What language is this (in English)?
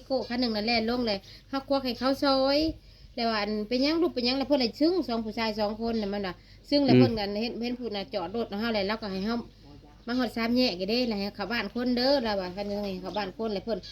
Northeastern Thai